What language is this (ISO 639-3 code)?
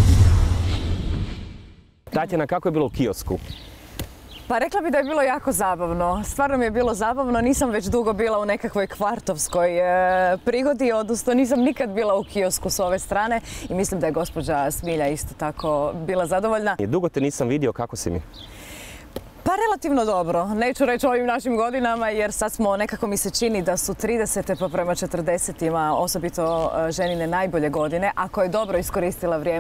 hrv